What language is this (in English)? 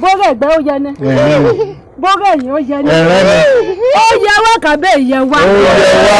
Yoruba